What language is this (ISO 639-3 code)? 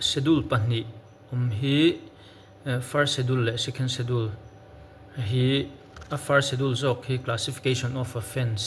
lus